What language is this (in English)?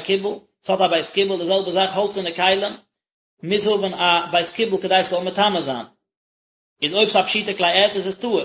Yiddish